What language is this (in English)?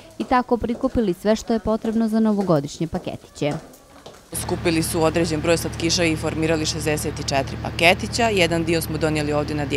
Bosnian